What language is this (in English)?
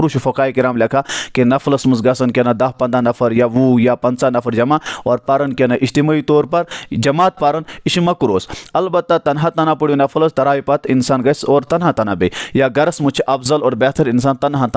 Kashmiri